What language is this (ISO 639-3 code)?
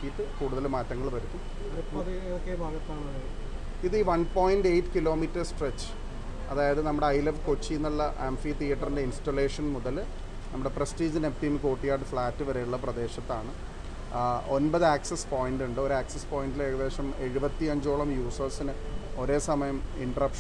mal